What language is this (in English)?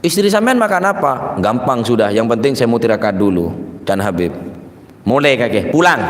Madurese